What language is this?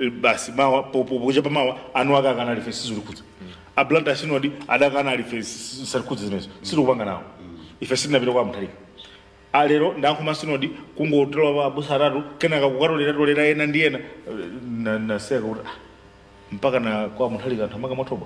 Nyanja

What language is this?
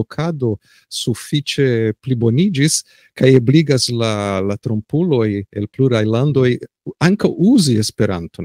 Esperanto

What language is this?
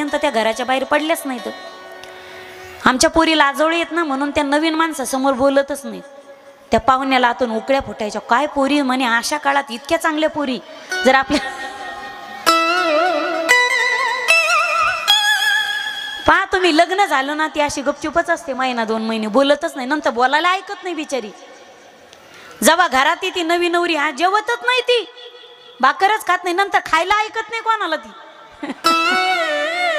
Marathi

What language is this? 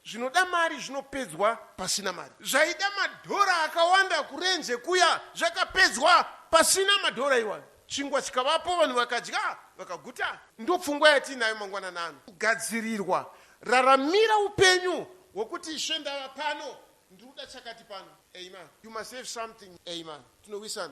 Shona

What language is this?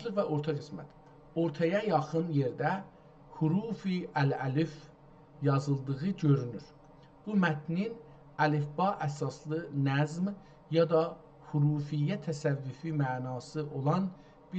South Azerbaijani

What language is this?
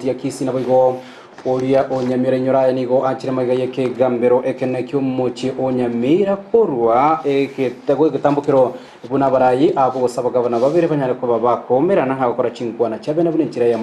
Gusii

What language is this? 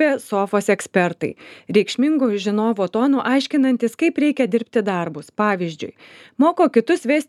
Lithuanian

